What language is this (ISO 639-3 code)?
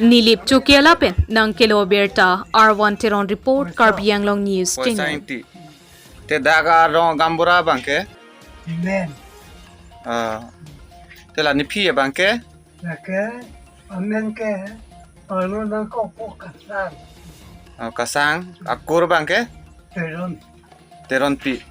mjw